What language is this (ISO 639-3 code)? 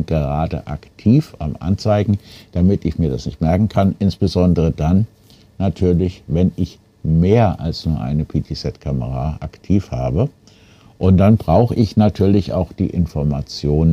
deu